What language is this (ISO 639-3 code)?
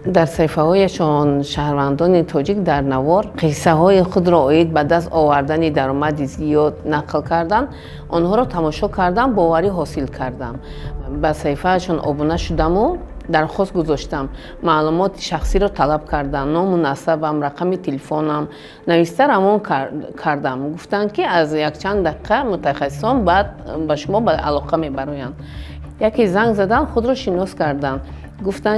tgk